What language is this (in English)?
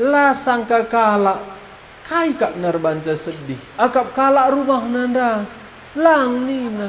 Batak Karo